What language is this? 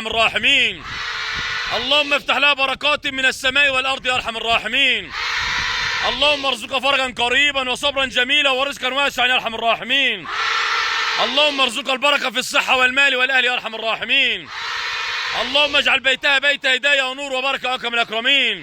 Egyptian Arabic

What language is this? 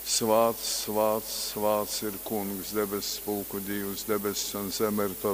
Latgalian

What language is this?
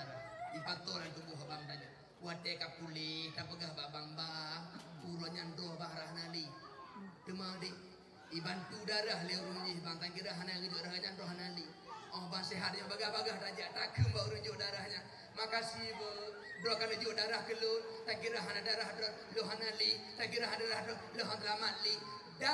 Achinese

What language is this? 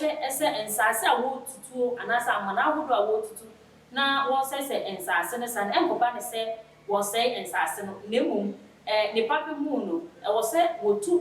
Akan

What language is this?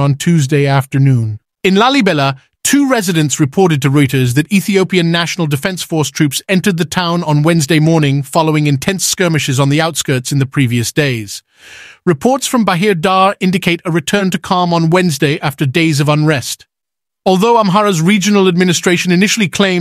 English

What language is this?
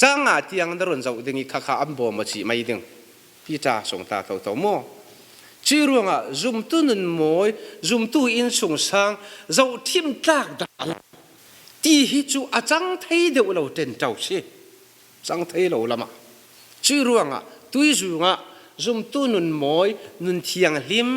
Falam Chin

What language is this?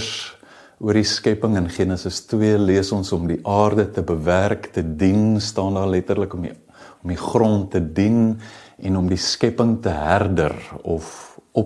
Afrikaans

